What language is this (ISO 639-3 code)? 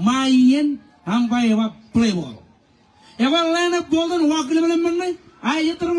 mah